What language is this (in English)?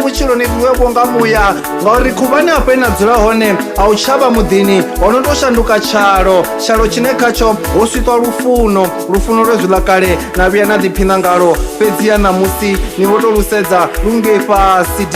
Venda